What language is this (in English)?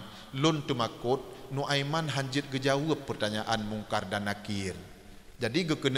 Achinese